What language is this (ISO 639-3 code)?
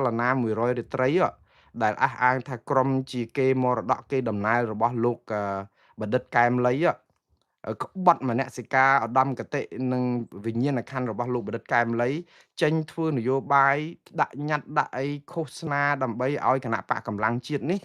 khm